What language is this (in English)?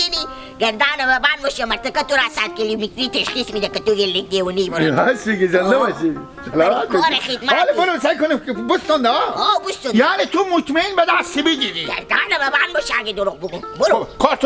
Hazaragi